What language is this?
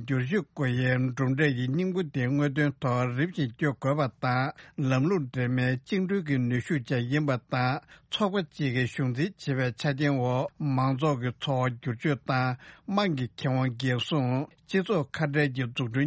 Tibetan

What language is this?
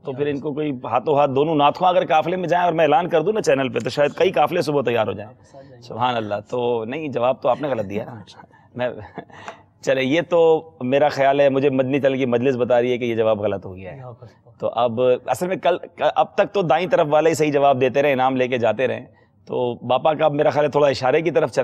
Urdu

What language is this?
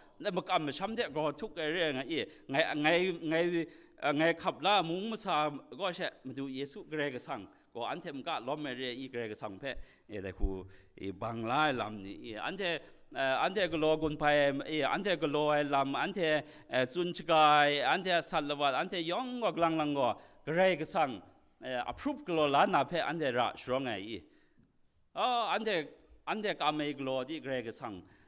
Kachin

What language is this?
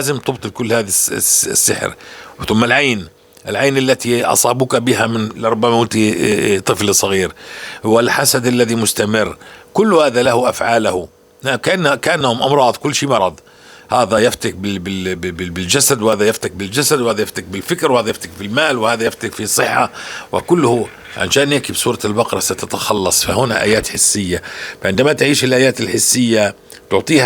North Levantine Arabic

